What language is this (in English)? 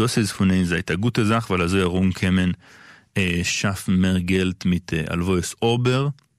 Yiddish